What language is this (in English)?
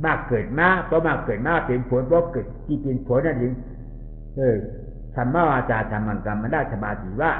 Shan